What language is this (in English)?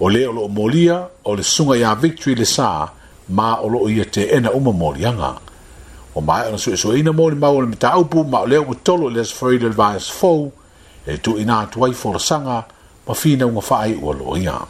Samoan